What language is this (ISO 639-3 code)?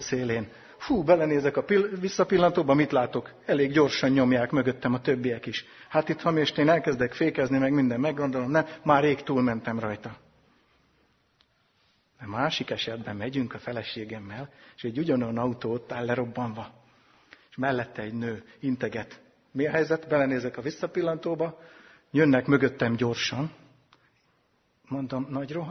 hun